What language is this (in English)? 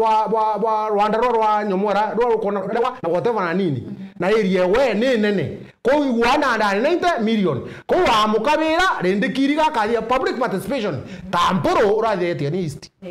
Meru